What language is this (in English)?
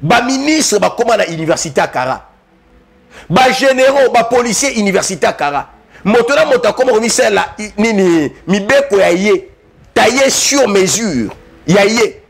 Lingala